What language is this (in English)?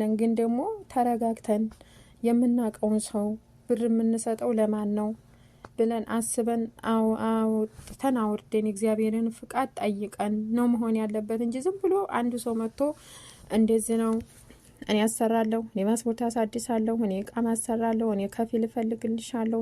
Amharic